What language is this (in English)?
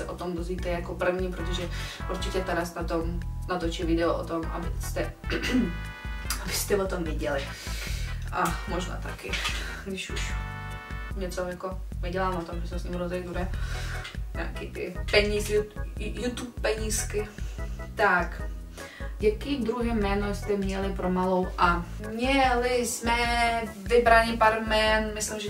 Czech